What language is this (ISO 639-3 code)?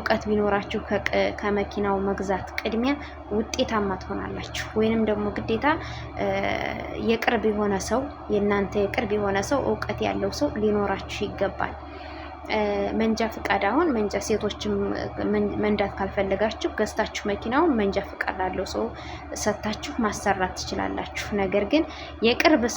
amh